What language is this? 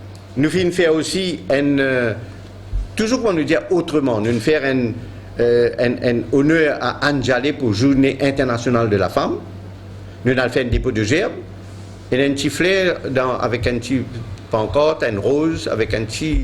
Morisyen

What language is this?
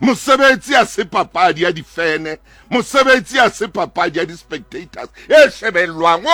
Southern Sotho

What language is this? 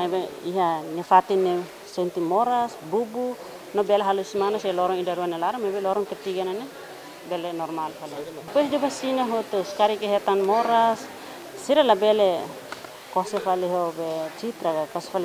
Tetum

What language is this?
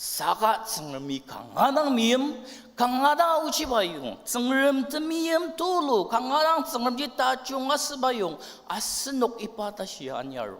Ao Naga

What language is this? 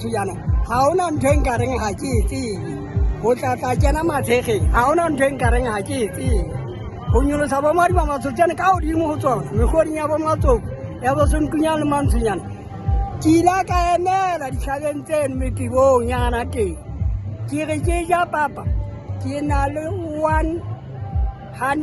Southern Sotho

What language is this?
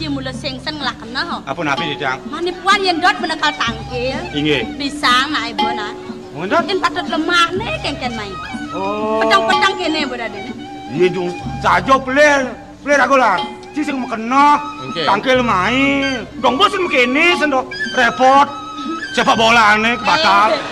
Balinese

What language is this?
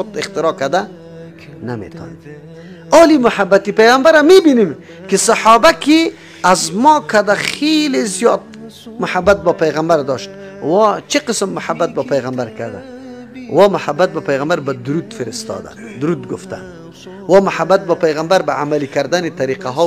Persian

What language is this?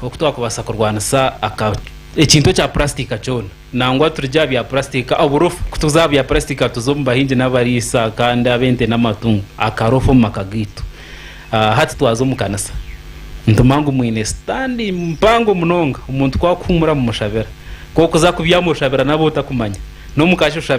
Nyankole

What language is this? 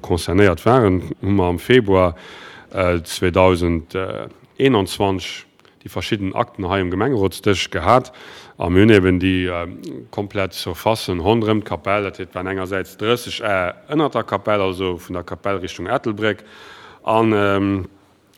Luxembourgish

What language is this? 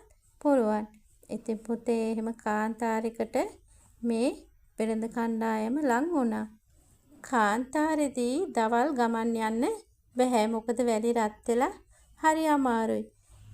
Sinhala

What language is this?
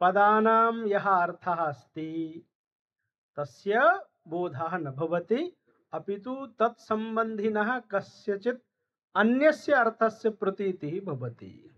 Sanskrit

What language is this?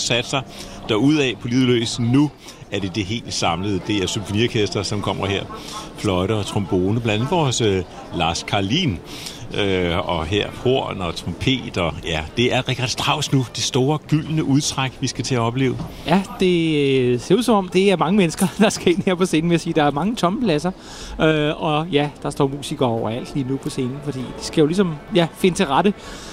Danish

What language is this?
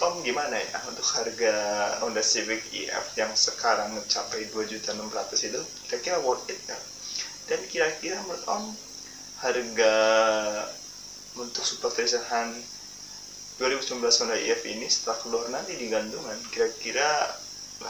Indonesian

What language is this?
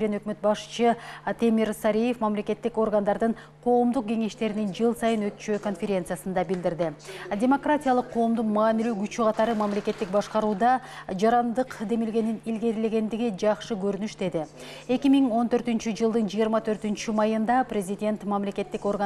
Kyrgyz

